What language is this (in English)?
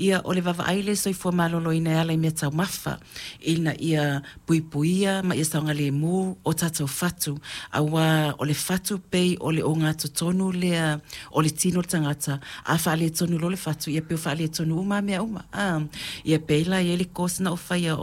Samoan